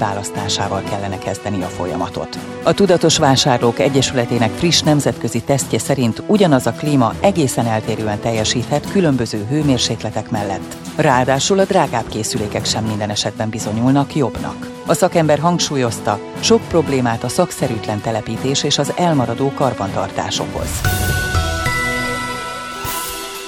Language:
Hungarian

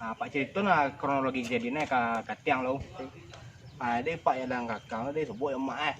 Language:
Minangkabau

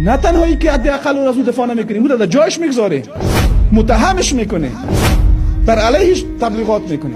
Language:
Persian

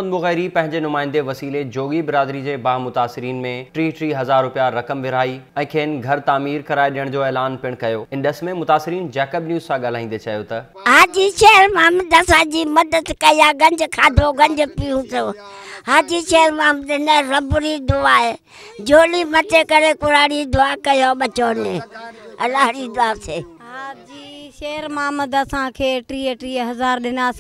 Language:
Sindhi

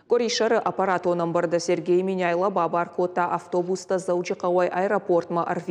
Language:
Ossetic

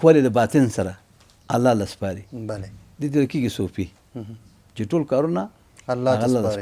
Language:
Pashto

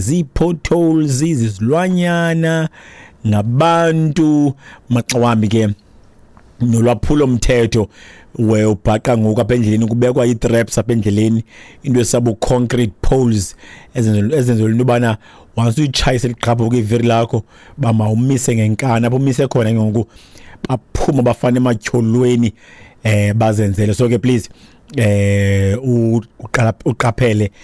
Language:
Xhosa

